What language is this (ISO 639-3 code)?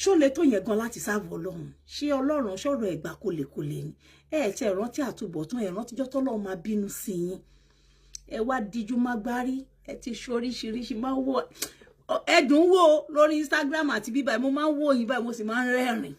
yor